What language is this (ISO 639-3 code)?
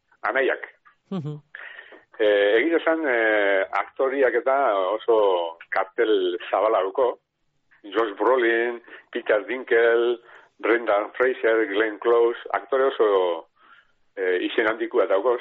eus